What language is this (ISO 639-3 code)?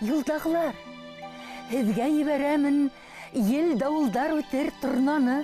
bak